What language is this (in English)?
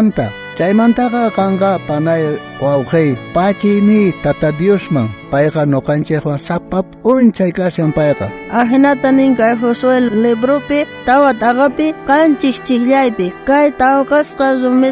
South Bolivian Quechua